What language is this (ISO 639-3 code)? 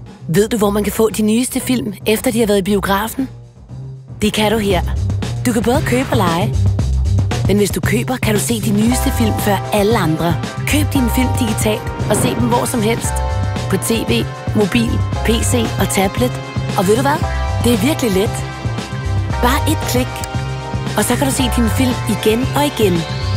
dan